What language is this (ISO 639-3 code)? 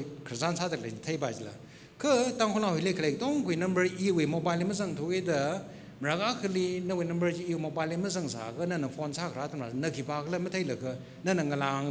nmf